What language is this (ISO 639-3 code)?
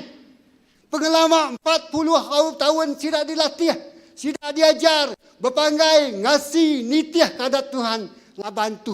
iba